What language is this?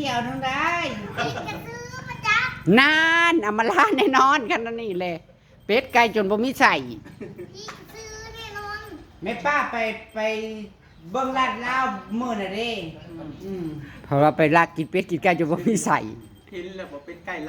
Northeastern Thai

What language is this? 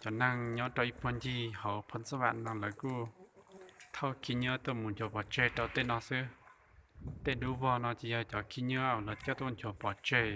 Hmong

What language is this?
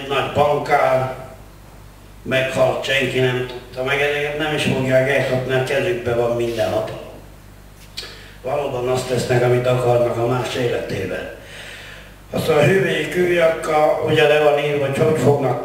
Hungarian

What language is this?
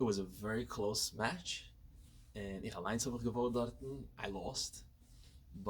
Yiddish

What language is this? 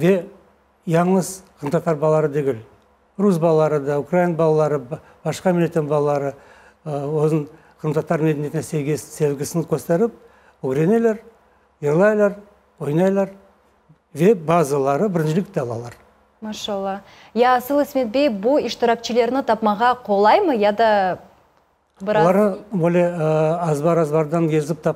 Crimean Tatar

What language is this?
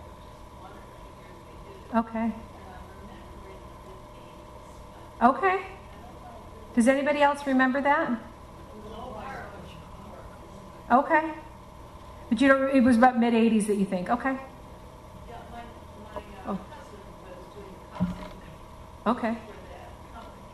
English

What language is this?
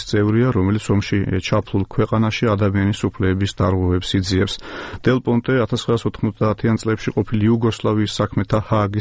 Georgian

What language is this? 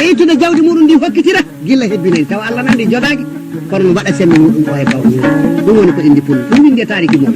Fula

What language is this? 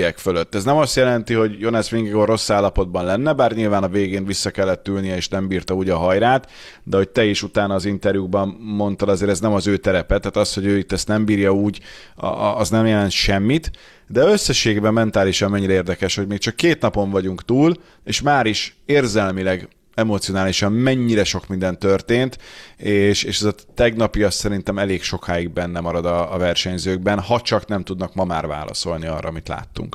Hungarian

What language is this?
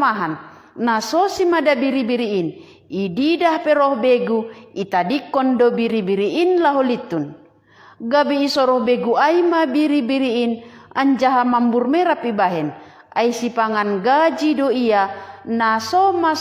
Batak Simalungun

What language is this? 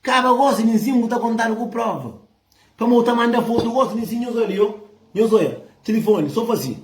Kabuverdianu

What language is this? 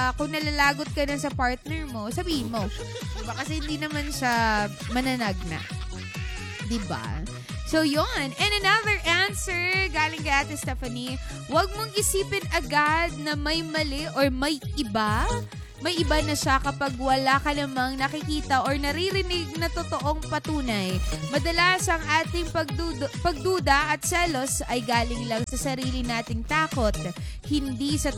Filipino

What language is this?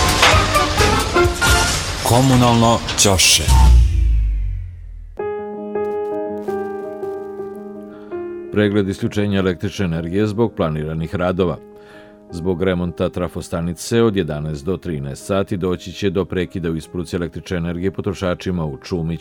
Serbian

